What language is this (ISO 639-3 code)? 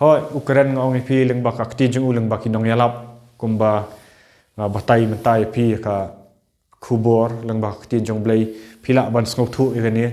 kha